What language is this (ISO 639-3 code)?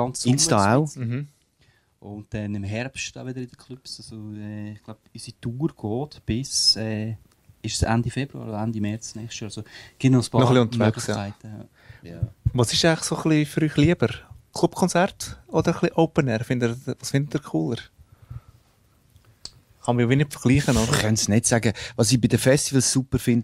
deu